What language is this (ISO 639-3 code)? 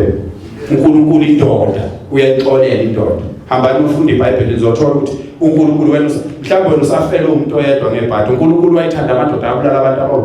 zul